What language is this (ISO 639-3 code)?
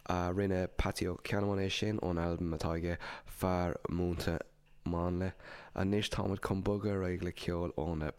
gle